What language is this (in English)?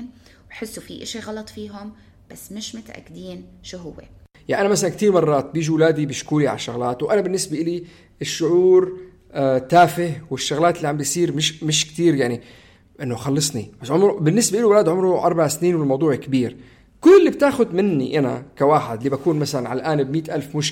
North Levantine Arabic